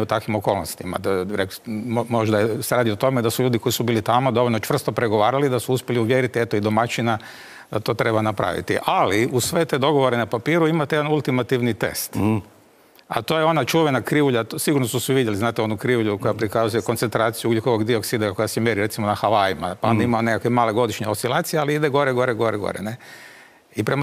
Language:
Croatian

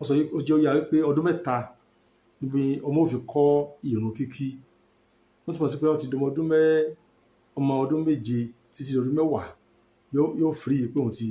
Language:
Yoruba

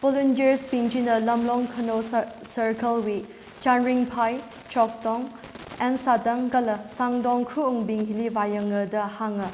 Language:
Tangkhul Naga (India)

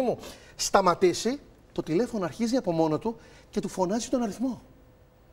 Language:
Greek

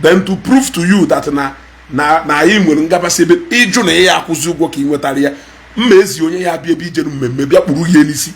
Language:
Igbo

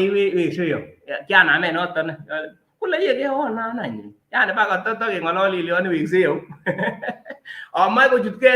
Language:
Kalenjin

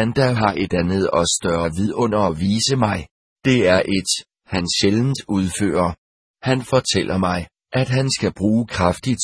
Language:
Danish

